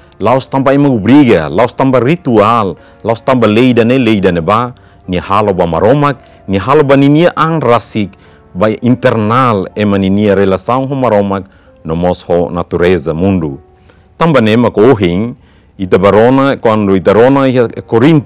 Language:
Tetum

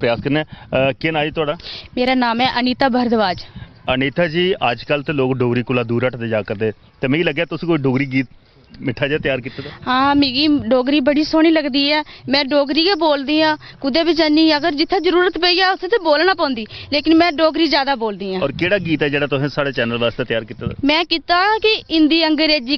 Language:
Dogri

